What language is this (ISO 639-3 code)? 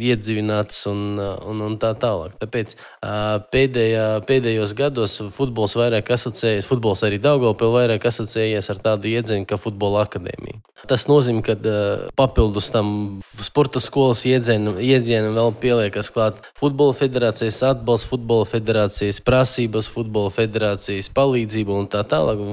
lav